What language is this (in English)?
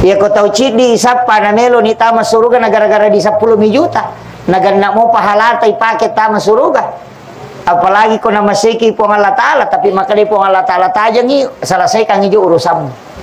Buginese